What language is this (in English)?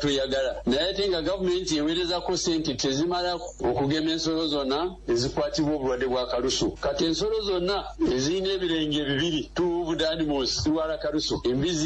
Ganda